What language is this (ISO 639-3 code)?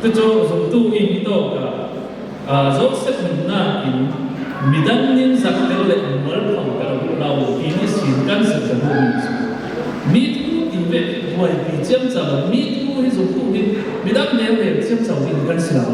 cfm